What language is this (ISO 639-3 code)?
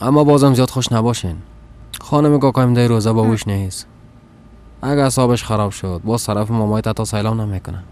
fas